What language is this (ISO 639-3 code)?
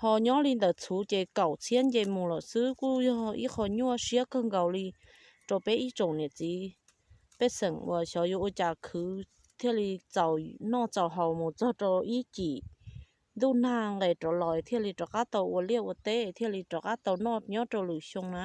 hmn